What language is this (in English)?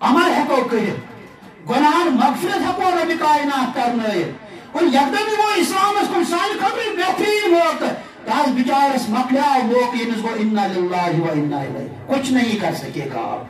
Kashmiri